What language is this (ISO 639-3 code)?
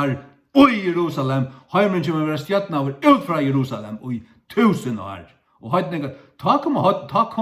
fao